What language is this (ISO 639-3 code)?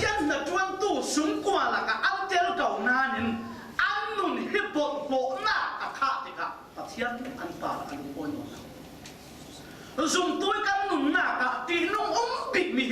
cfm